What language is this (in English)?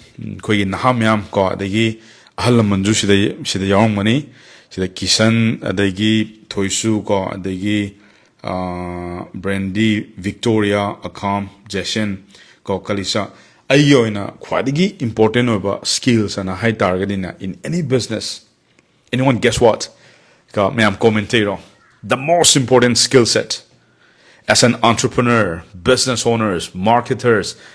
Manipuri